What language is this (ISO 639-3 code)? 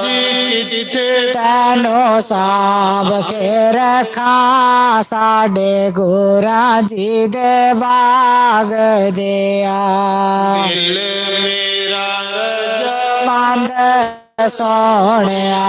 doi